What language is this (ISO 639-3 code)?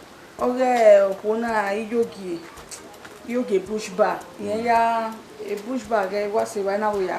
bin